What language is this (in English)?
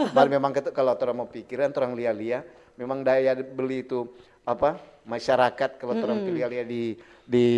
Manado Malay